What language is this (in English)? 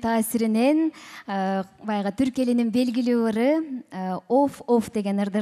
Kyrgyz